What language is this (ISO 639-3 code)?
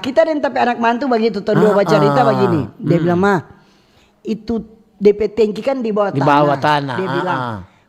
xmm